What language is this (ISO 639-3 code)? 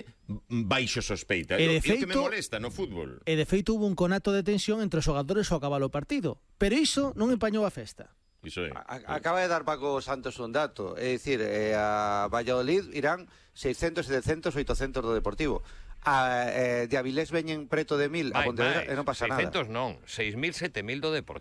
glg